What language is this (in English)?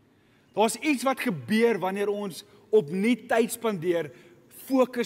Afrikaans